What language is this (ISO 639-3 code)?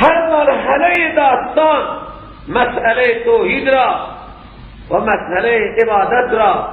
fas